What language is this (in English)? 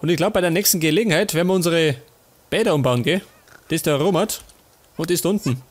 Bavarian